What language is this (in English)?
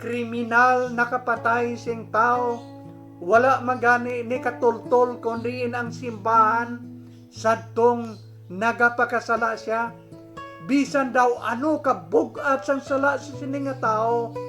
Hiligaynon